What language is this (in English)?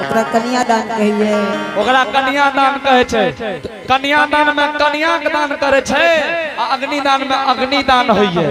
Angika